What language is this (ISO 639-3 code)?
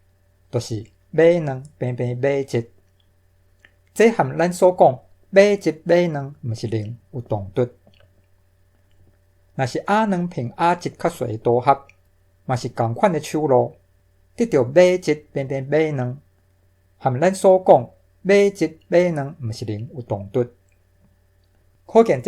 nan